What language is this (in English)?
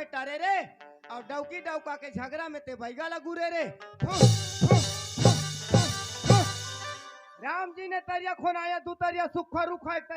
Chhattisgarhi